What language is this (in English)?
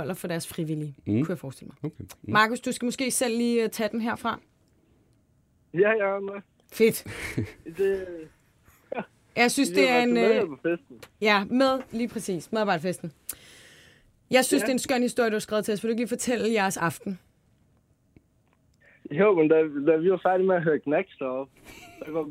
Danish